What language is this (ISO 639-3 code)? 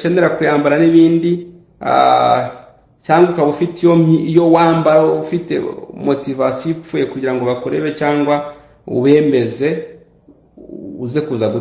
kin